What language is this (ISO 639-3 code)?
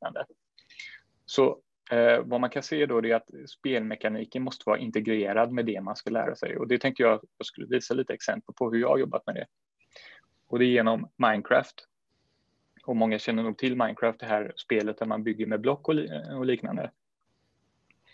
swe